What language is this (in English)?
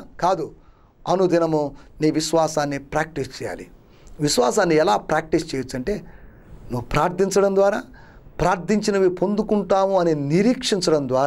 Telugu